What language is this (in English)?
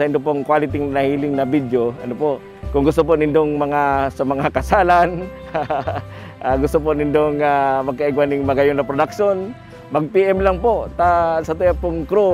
Bikol